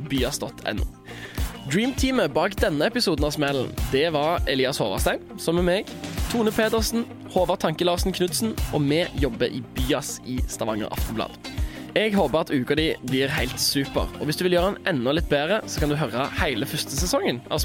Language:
Norwegian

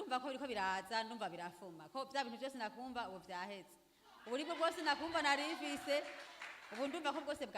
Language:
Rundi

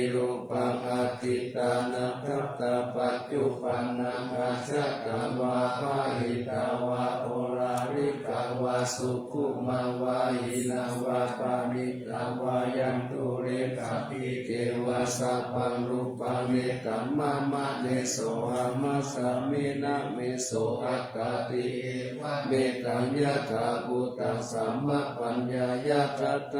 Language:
Pali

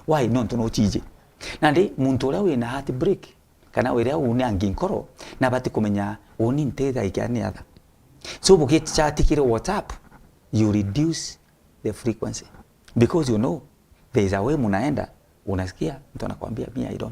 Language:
Meru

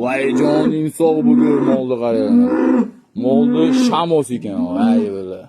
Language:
Uzbek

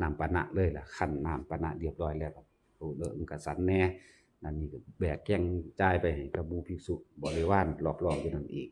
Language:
Northeastern Thai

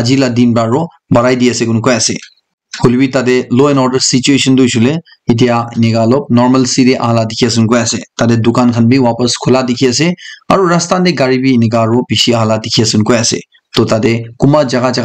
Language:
Naga Pidgin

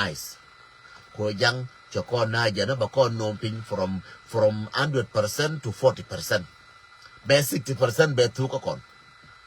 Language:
Nuer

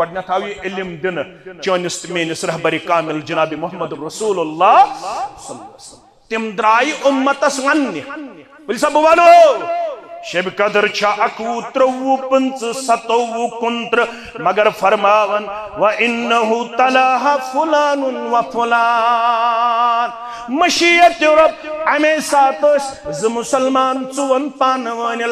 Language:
Kashmiri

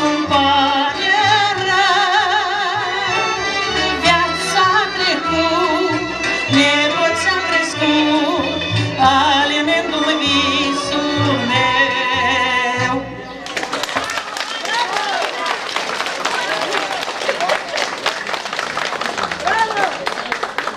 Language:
Romanian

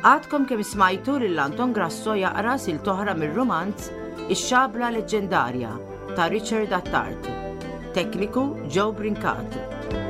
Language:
Maltese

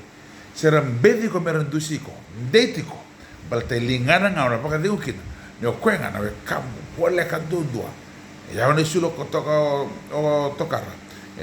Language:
Fijian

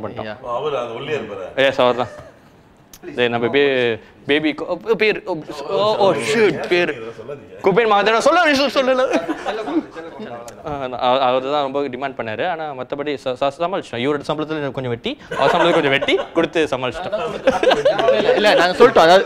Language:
Tamil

